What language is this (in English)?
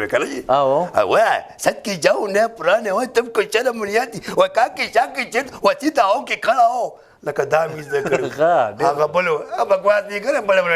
Pashto